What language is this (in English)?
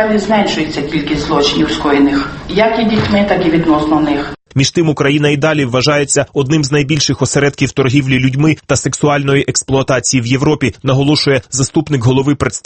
Ukrainian